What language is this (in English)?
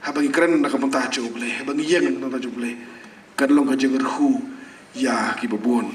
Khasi